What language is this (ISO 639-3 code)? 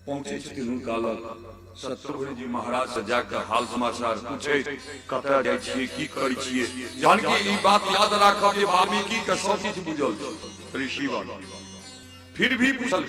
mai